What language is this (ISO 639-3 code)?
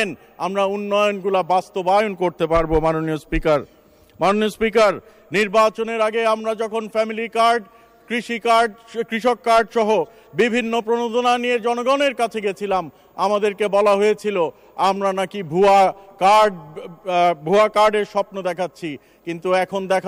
ben